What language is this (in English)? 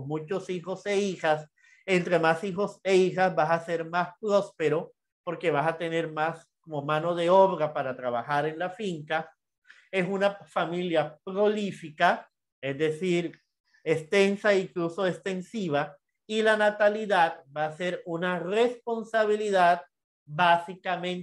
Spanish